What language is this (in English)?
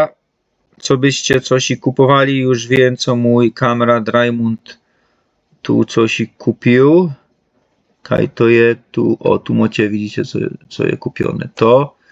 Silesian